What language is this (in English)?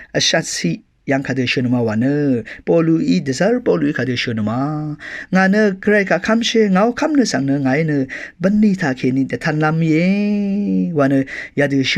Rawang